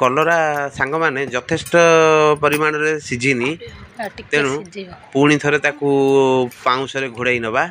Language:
Odia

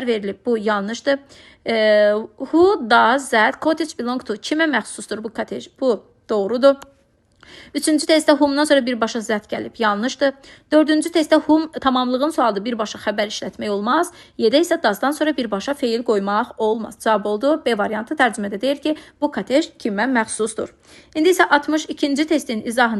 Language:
Azerbaijani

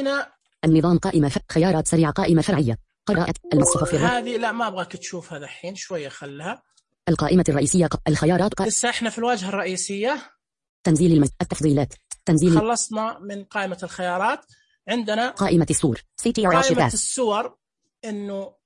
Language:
Najdi Arabic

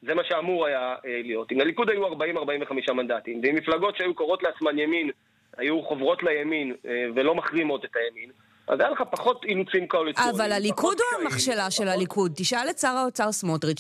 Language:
Hebrew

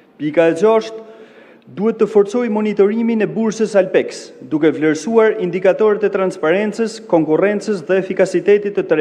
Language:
Albanian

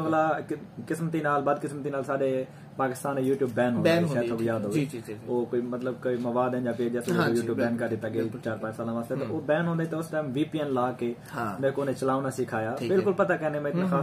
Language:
Saraiki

